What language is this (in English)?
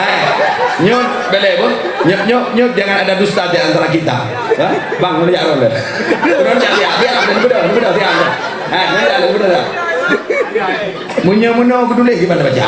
Achinese